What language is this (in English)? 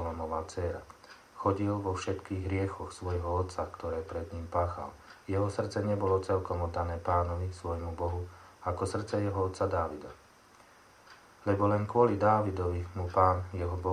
Slovak